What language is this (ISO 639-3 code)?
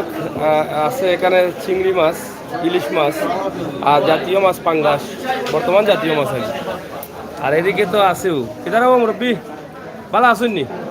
syl